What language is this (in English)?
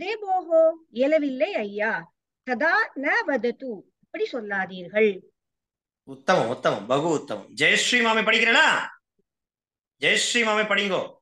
Tamil